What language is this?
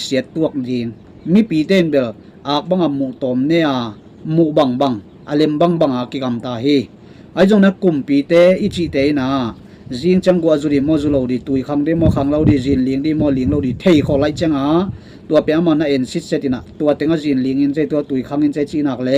Tedim Chin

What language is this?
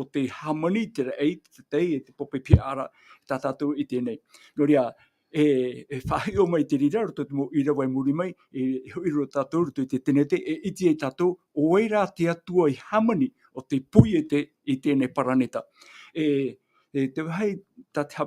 Tahitian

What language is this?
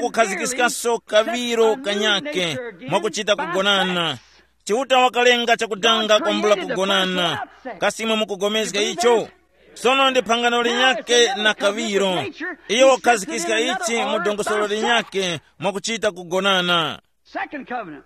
Tumbuka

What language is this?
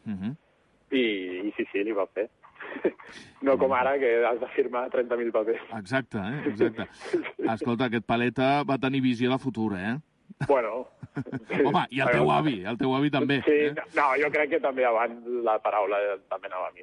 Catalan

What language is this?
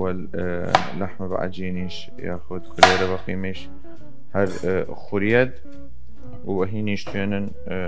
Southern Kurdish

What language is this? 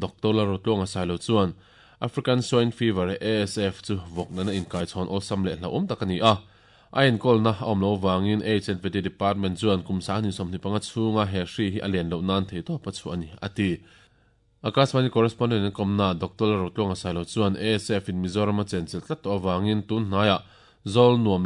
Mizo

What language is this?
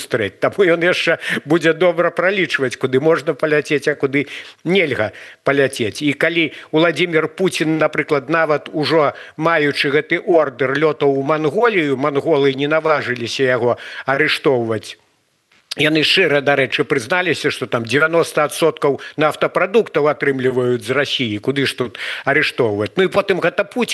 Belarusian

